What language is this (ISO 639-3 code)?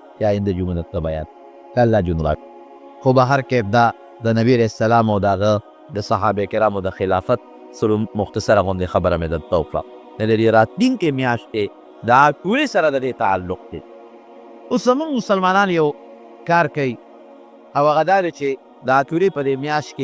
pus